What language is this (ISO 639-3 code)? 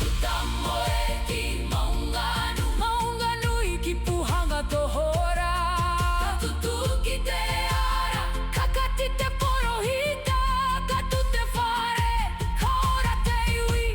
mri